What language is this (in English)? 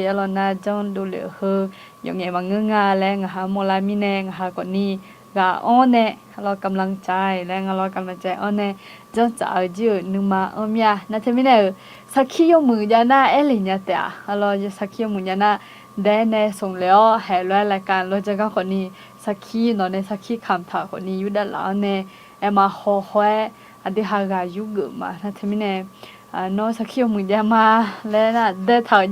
Akha